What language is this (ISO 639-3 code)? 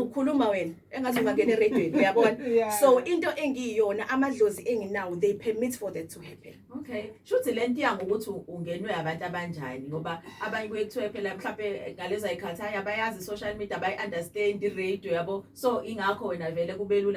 zul